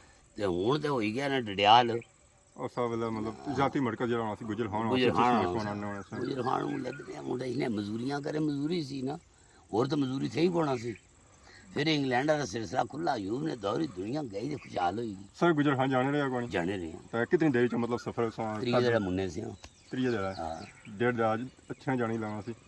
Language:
Pahari-Potwari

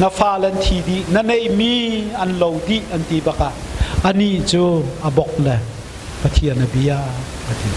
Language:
Hakha Chin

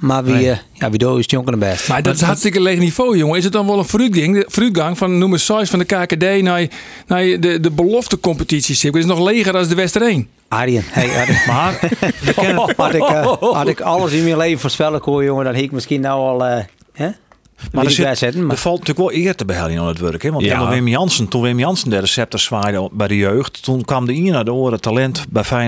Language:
Western Frisian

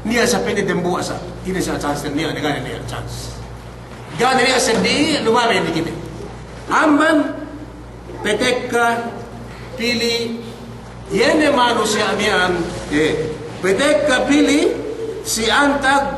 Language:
Yakan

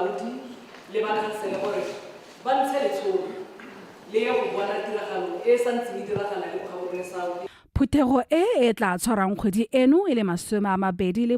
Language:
Tswana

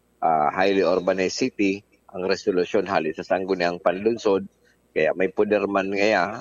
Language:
Bikol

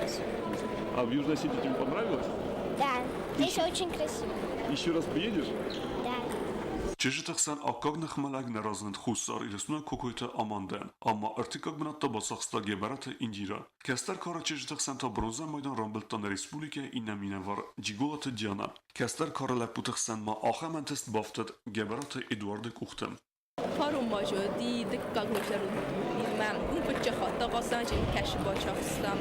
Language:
Ossetic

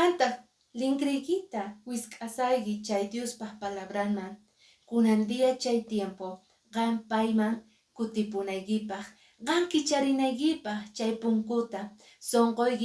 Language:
Quechua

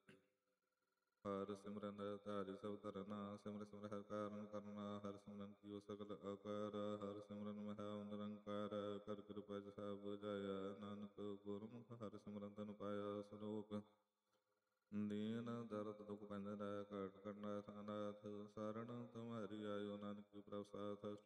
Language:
Punjabi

